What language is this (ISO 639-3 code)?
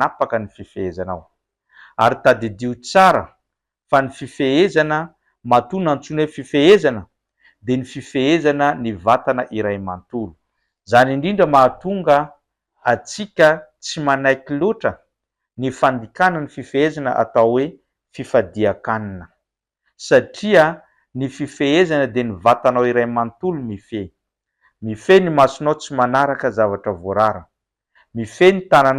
mlg